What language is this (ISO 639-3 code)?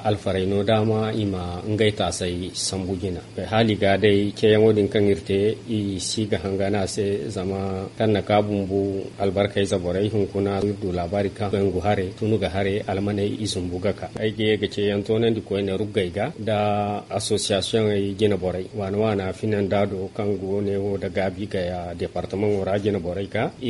dje